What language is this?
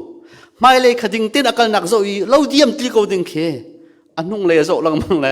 Hakha Chin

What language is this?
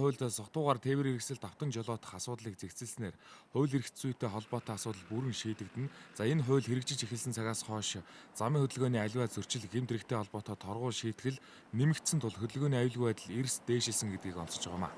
Mongolian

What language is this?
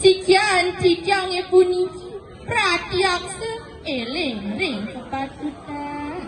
Balinese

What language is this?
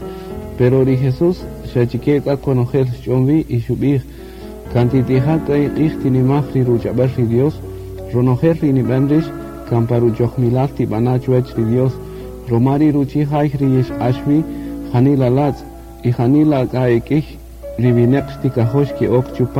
Kaqchikel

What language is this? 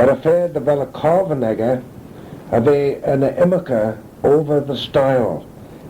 Manx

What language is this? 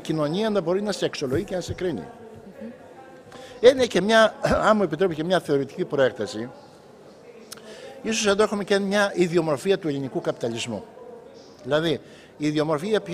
Greek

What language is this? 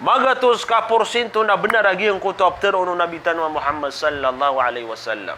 Maranao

